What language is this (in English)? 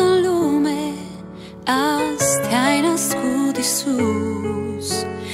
Romanian